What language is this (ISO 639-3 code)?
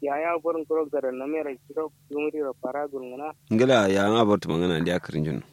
kau